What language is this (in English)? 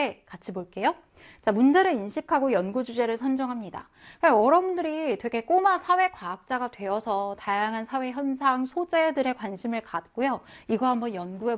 Korean